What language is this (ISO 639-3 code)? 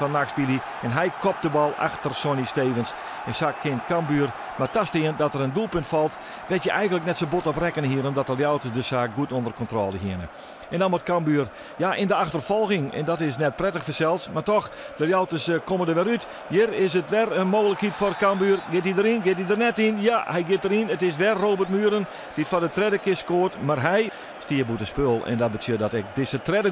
fry